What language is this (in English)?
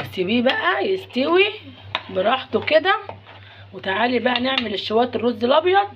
Egyptian Arabic